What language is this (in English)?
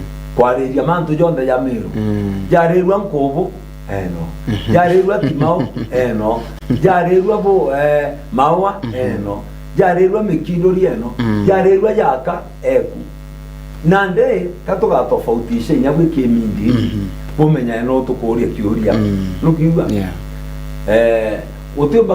Meru